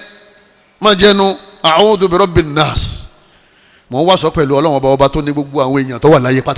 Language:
Yoruba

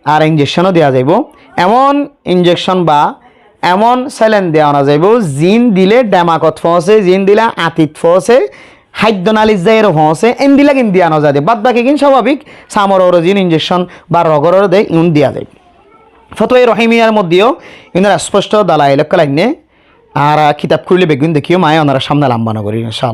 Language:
Rohingya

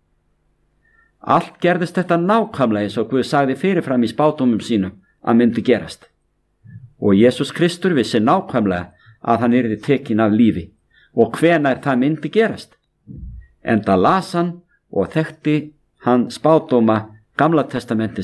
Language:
Icelandic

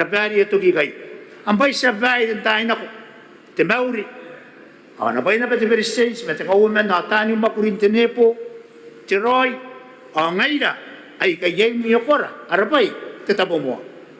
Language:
Gilbertese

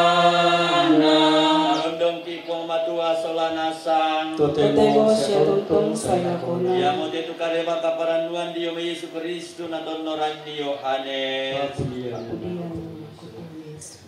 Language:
Toraja-Sa'dan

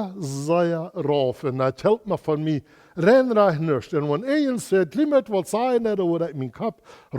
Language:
Plautdietsch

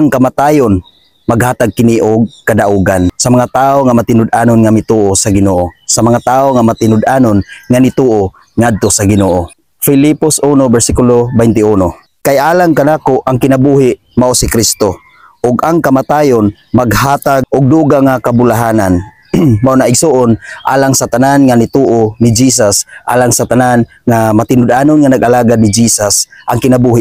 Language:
Cebuano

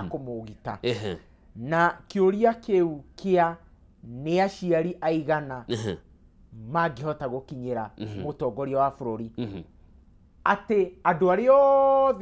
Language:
Kikuyu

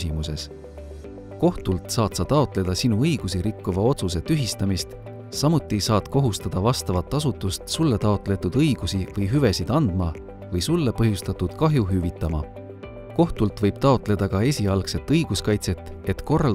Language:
Estonian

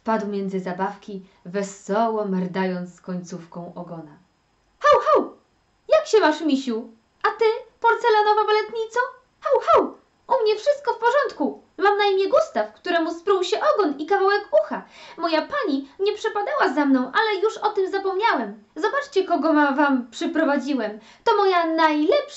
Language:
Polish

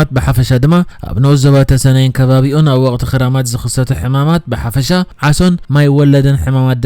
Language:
Tigrinya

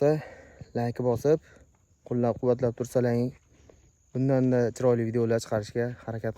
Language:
Uzbek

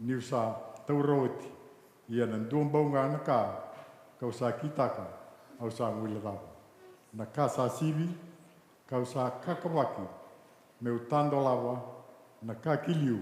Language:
Fijian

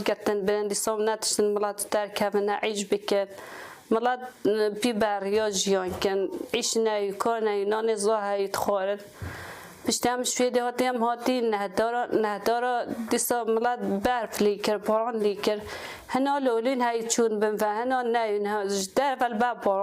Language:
Kurdish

